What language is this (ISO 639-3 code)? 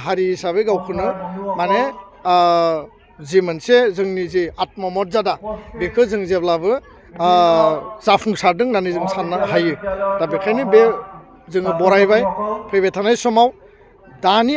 brx